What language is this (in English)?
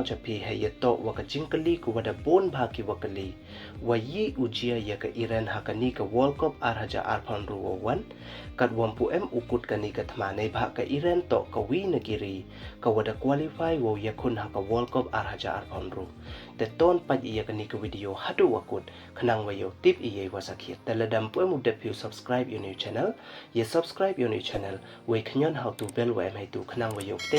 Pnar